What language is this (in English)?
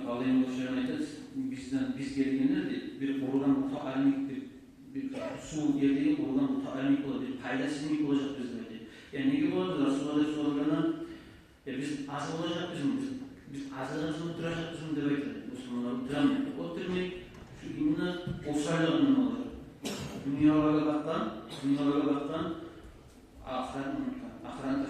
Kumyk